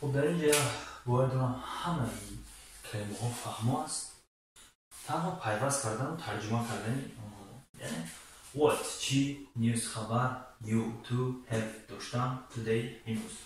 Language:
Tajik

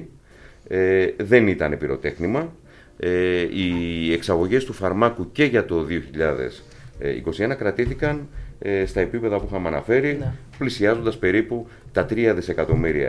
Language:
Greek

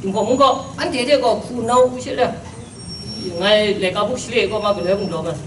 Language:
Kachin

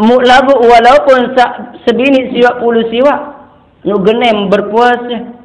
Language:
Sasak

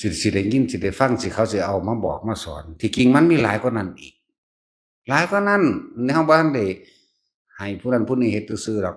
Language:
Northeastern Thai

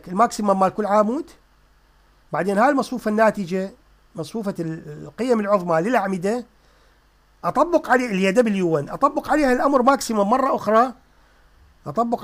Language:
Mesopotamian Arabic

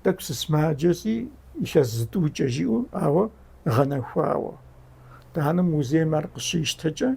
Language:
Kabardian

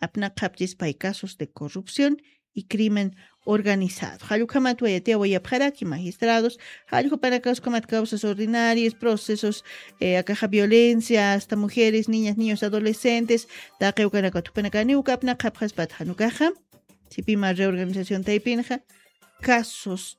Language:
Aymara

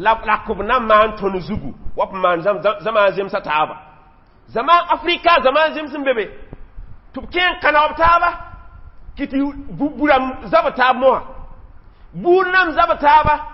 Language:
Mossi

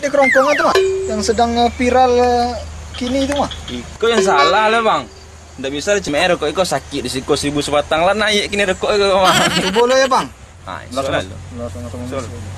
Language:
Minangkabau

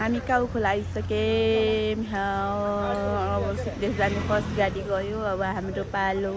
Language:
Nepali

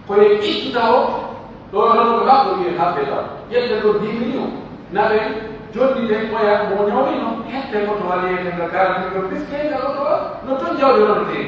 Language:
Pular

